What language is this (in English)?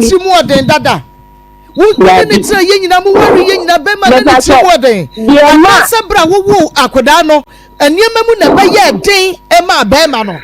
Akan